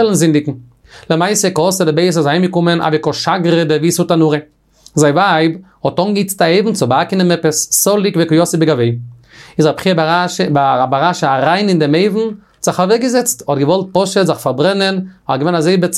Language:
Yiddish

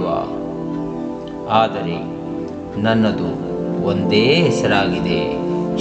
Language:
Kannada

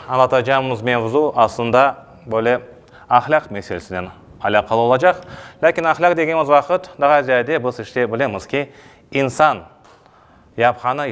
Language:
Crimean Tatar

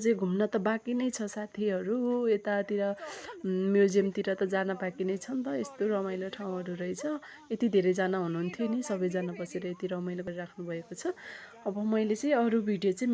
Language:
Nepali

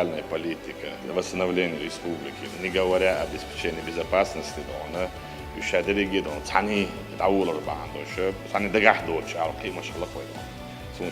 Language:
Chechen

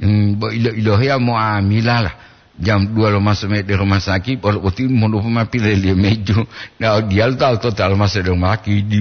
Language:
Gorontalo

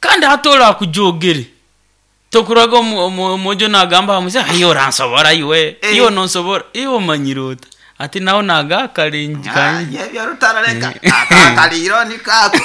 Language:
Nyoro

